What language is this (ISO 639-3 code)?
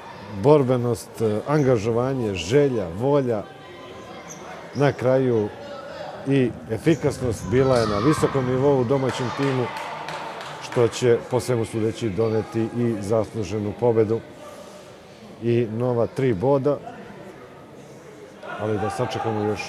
srp